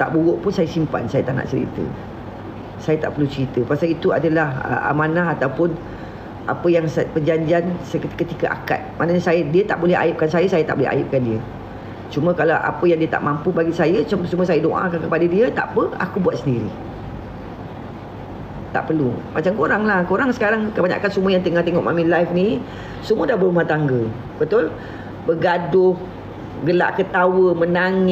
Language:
Malay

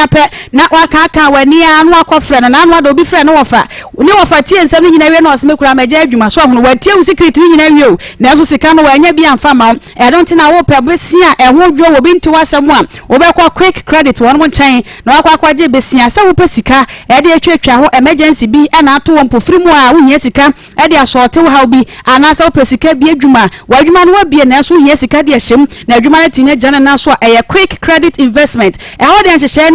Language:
Akan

